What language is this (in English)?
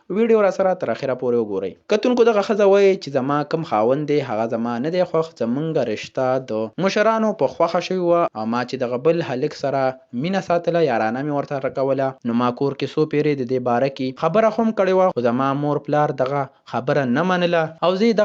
Pashto